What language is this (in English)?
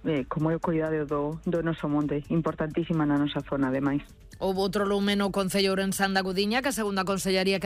Galician